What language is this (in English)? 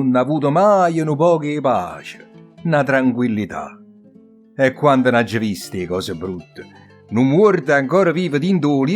Neapolitan